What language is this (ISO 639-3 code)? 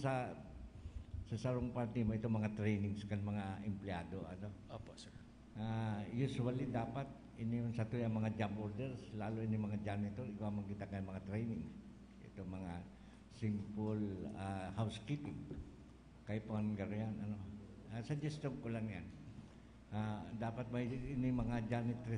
bik